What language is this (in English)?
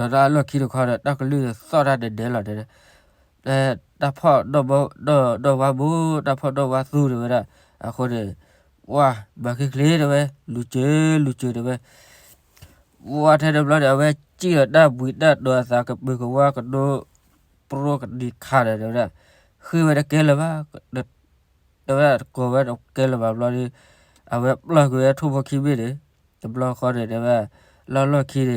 S'gaw Karen